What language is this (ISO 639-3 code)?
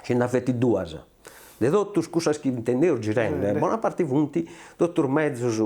srd